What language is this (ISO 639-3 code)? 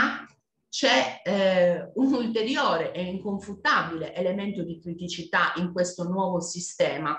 ita